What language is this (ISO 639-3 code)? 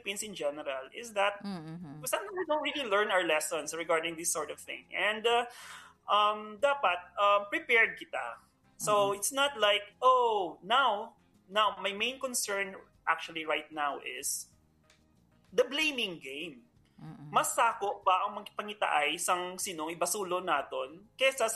hil